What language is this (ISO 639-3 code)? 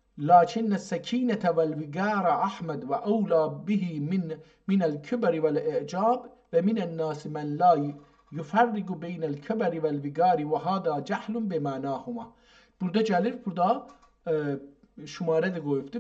azb